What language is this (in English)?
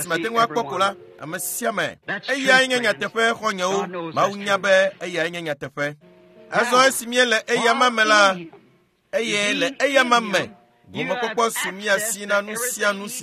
Ewe